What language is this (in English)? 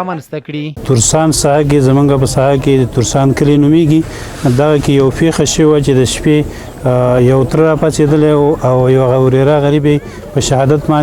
Pashto